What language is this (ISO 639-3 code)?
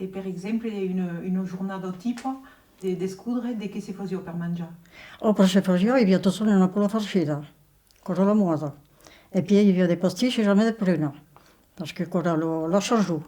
oci